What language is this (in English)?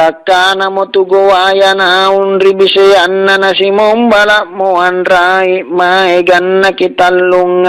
Makasar